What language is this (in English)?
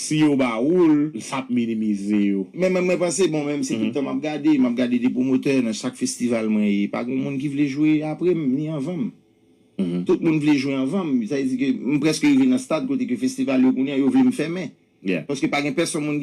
Haitian Creole